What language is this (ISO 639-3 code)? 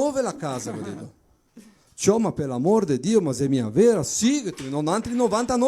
vec